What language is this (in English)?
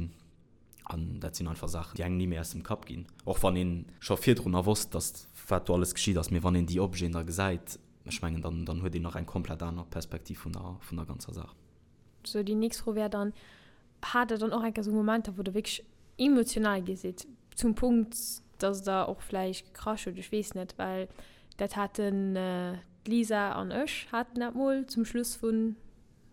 Luxembourgish